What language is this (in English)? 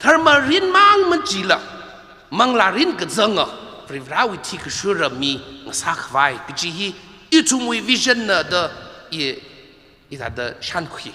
Tangkhul Naga (India)